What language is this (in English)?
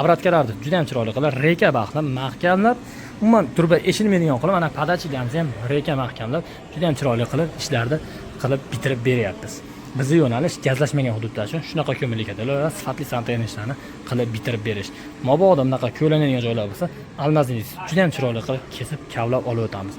Uzbek